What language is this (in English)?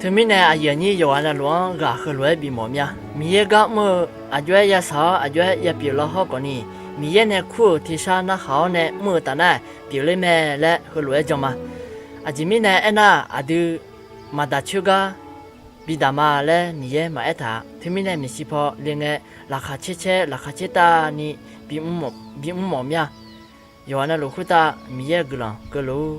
Akha